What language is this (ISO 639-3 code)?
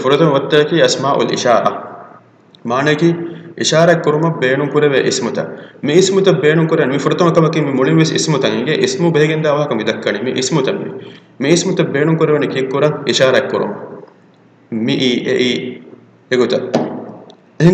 div